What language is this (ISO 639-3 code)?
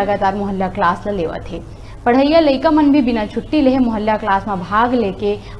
hne